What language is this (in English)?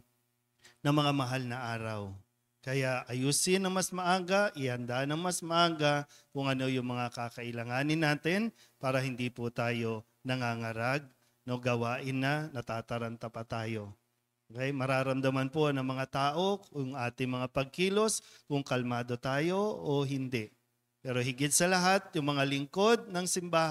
Filipino